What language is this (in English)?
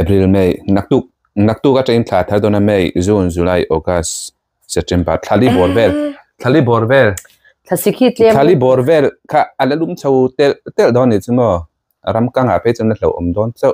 Mizo